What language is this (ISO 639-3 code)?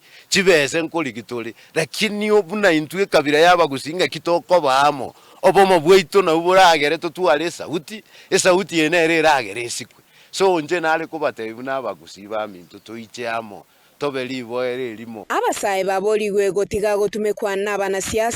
guz